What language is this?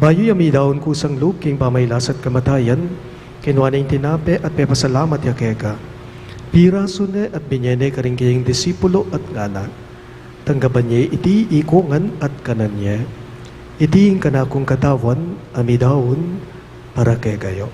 Pampanga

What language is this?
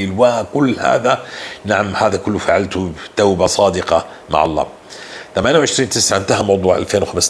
North Levantine Arabic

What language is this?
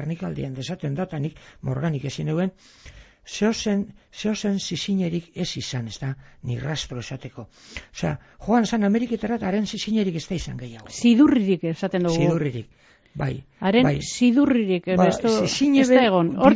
Basque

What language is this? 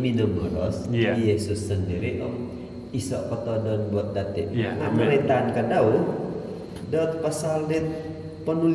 Central Dusun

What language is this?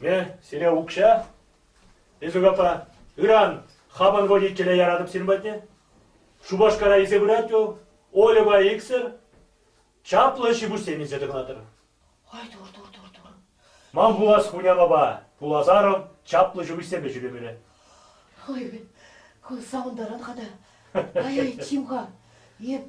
Chuvash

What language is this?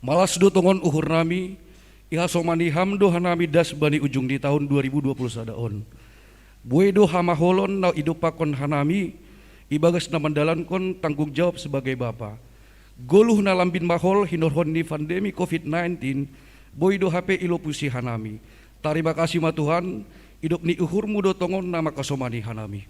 Batak Simalungun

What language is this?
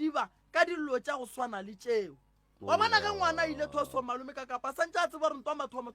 Northern Sotho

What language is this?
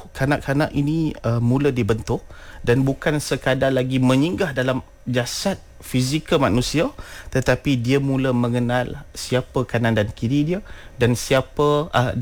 Malay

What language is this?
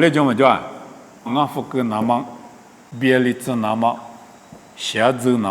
Lisu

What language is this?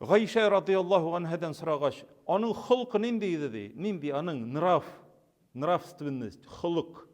Tatar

